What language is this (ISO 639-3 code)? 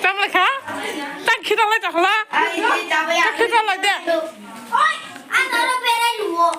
trp